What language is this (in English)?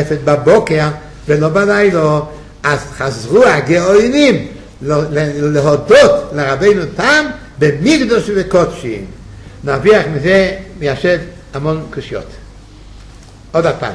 Hebrew